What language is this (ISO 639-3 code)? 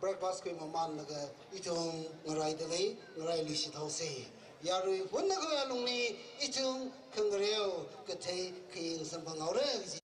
nmf